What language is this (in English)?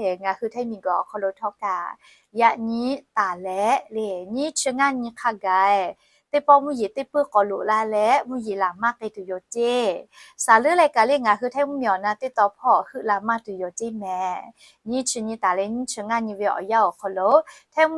Lahu